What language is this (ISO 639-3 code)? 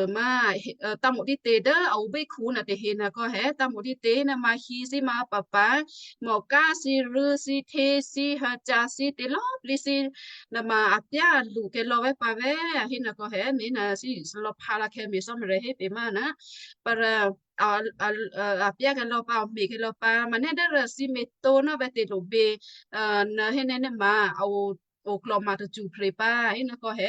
kyu